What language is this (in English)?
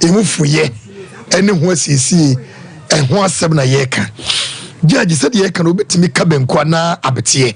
Akan